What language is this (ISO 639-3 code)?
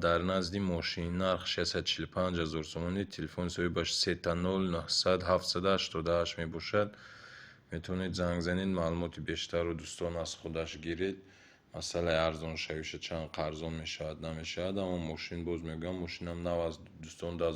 tgk